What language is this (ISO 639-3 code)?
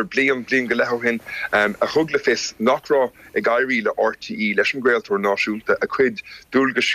gle